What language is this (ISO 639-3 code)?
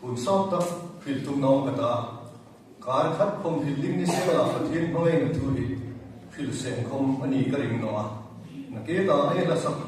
hmr